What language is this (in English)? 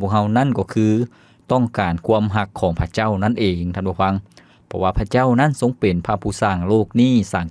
Lao